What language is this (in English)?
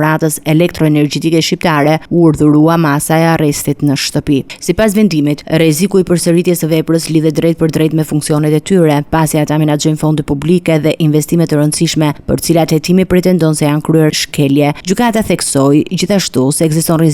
Albanian